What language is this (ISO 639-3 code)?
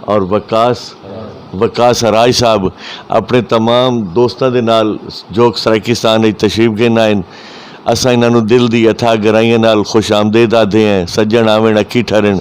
skr